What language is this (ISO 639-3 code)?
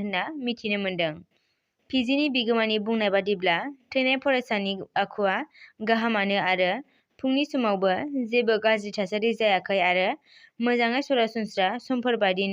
brx